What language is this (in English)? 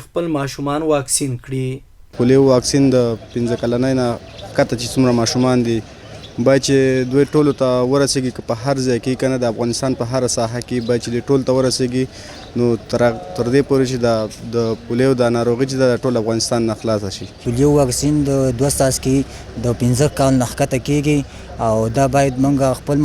Pashto